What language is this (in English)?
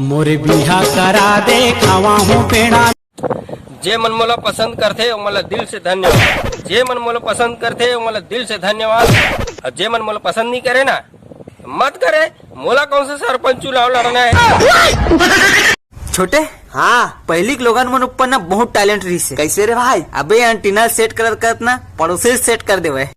Chhattisgarhi